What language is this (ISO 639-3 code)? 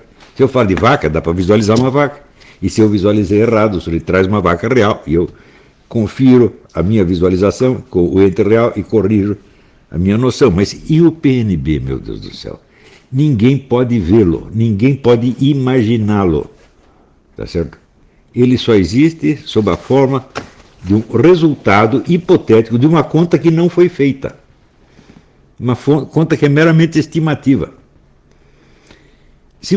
por